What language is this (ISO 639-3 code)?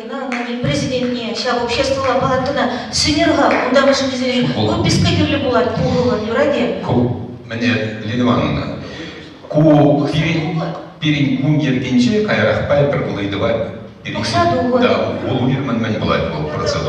chv